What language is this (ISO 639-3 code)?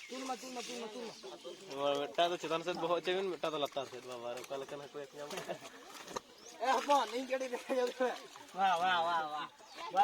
sat